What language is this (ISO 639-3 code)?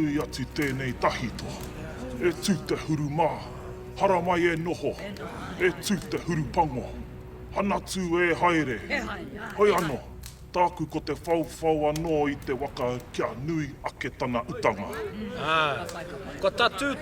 mri